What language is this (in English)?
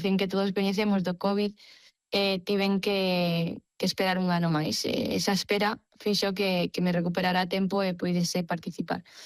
Galician